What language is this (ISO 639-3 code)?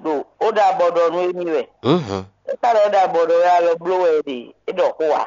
fon